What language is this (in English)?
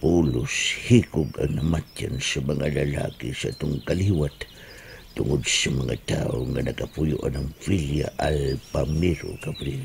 Cebuano